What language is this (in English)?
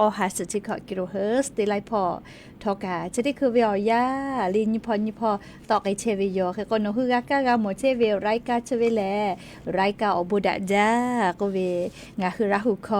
Lahu